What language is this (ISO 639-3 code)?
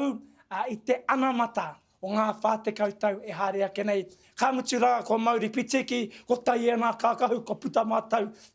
mri